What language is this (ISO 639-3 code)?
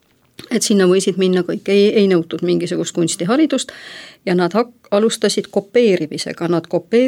est